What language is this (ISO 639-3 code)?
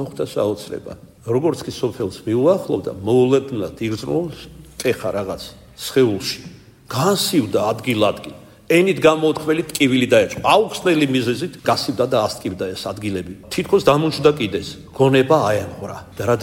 kat